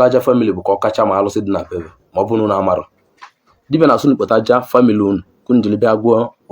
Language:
Igbo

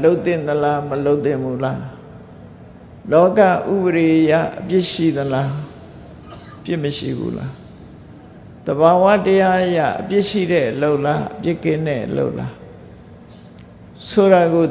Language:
Burmese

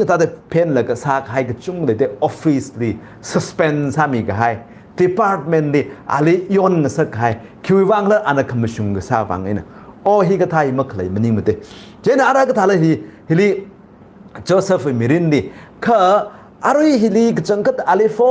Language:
Tangkhul Naga (India)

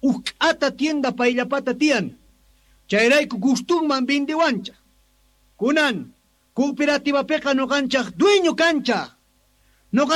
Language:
Quechua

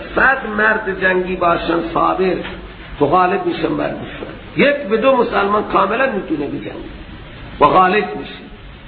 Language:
Persian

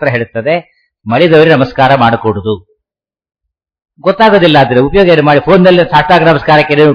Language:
Kannada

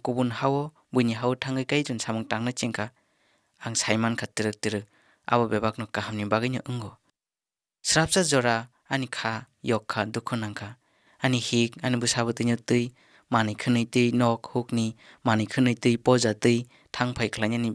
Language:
Kok Borok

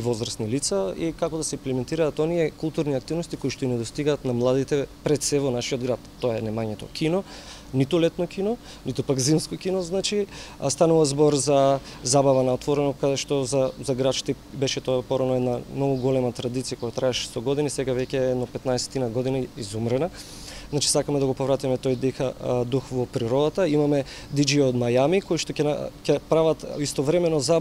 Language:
Macedonian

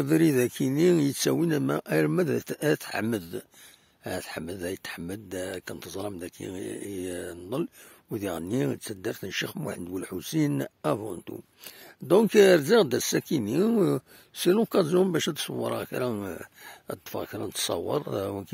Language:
Kabyle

